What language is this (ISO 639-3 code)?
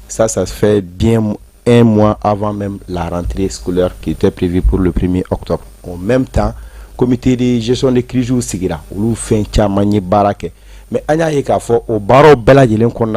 bam